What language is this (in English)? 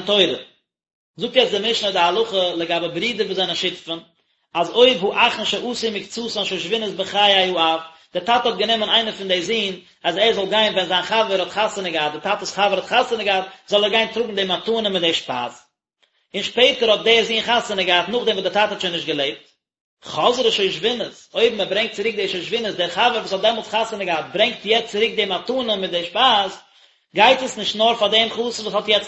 Yiddish